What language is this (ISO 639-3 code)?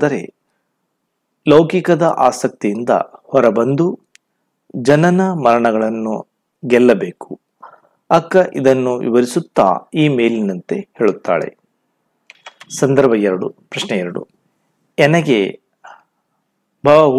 kan